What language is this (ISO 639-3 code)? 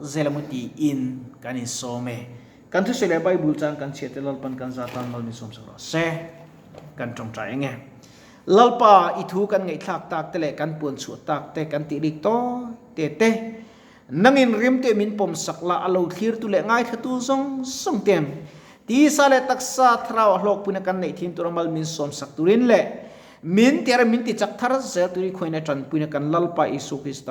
lus